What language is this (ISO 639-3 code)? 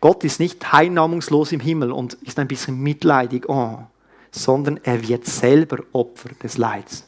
gsw